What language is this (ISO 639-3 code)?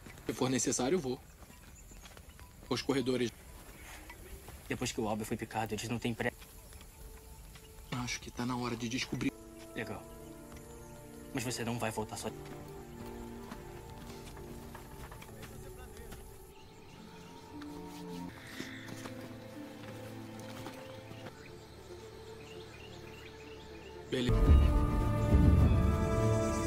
por